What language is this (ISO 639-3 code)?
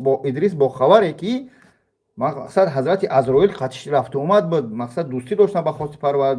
tgk